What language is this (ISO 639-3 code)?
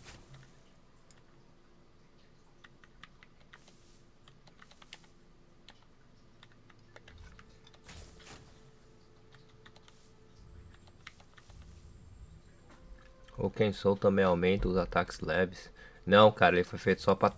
por